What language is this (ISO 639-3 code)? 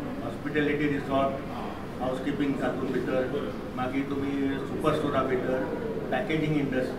kok